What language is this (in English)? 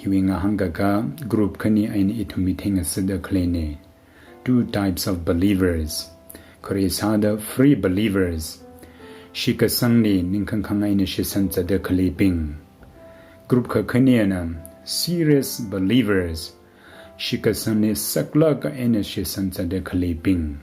Tangkhul Naga (India)